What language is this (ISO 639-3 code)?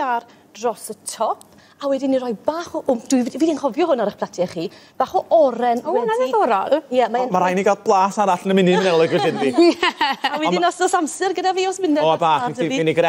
cym